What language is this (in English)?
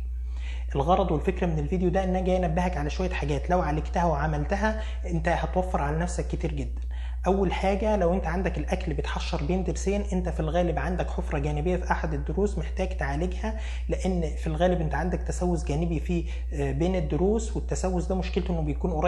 Egyptian Arabic